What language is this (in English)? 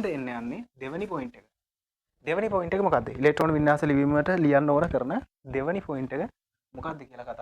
Sinhala